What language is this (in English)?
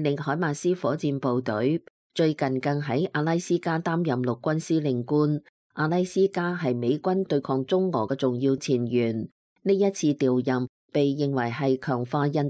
Cantonese